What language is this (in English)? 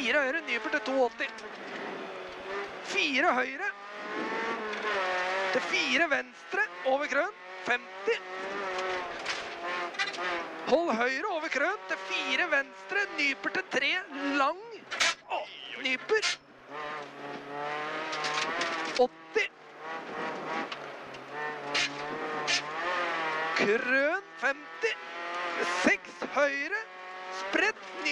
Norwegian